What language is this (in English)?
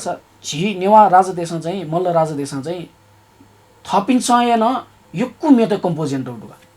Newari